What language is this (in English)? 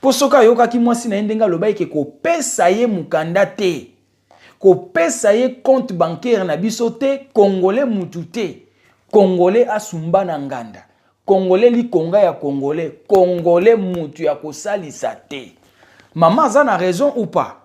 Lingala